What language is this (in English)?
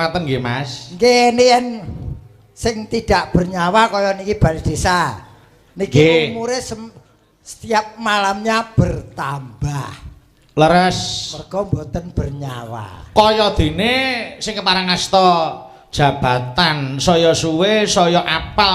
Javanese